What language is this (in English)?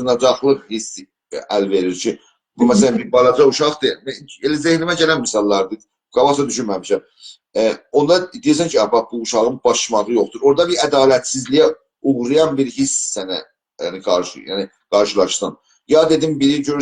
South Azerbaijani